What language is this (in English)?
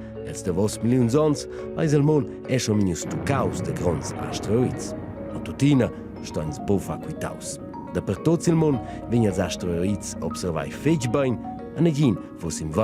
Romansh